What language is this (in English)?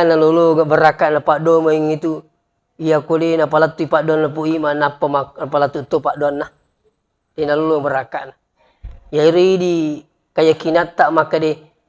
Buginese